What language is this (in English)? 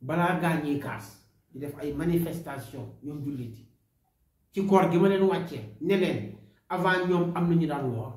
Wolof